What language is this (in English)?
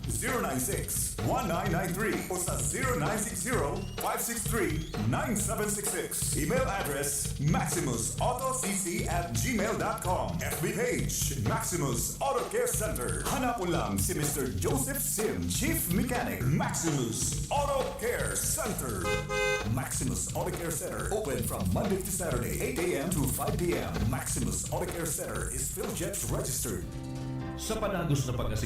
Bikol